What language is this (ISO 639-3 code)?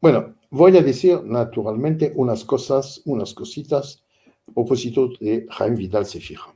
lad